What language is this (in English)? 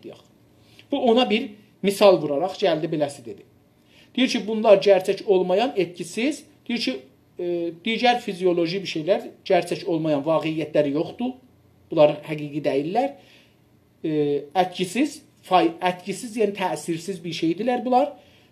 South Azerbaijani